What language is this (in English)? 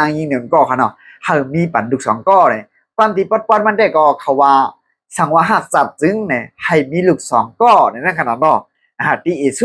Shan